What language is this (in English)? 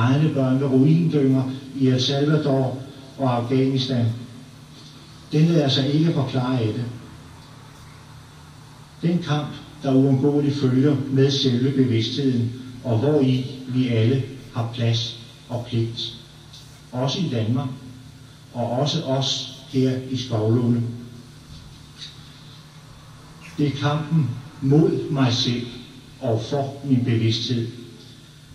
Danish